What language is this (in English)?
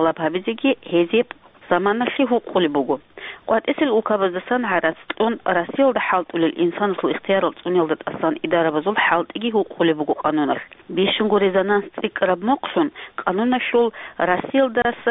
Avaric